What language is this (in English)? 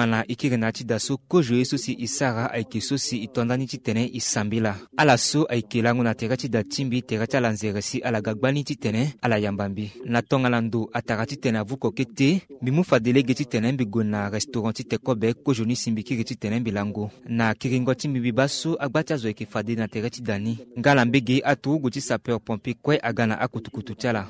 Sango